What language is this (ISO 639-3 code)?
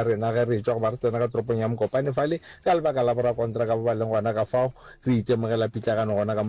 nso